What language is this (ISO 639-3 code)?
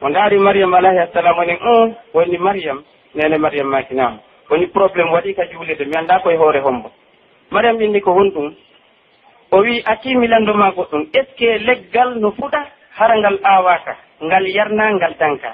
fuf